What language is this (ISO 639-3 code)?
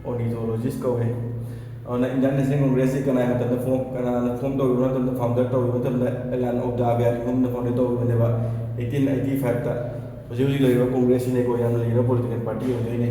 mni